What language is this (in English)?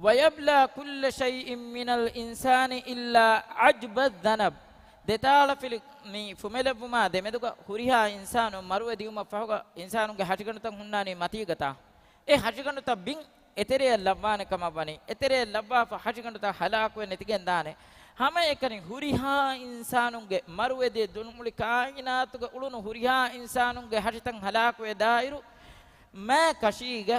Divehi